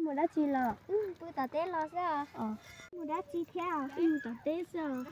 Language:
Hmong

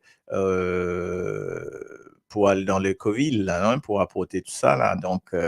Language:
Morisyen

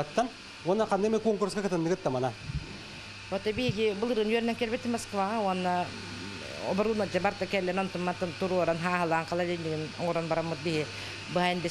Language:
Yakut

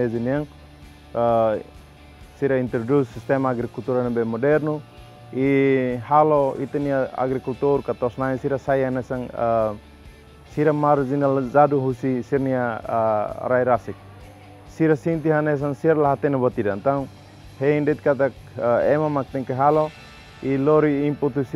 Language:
Tetum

